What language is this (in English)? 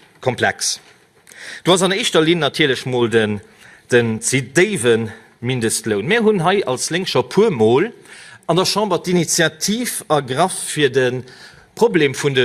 Luxembourgish